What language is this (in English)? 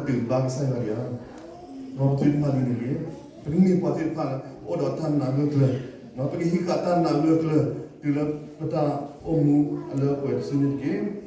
S'gaw Karen